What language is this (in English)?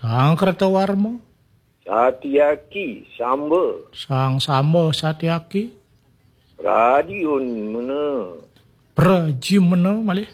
Balinese